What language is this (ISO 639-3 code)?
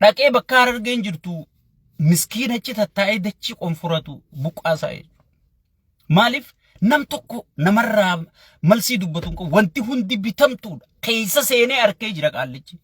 orm